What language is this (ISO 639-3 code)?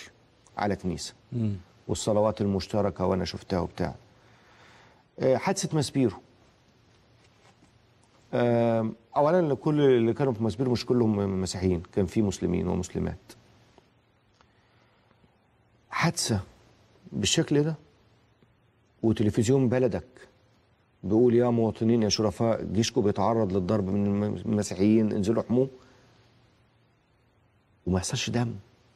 arz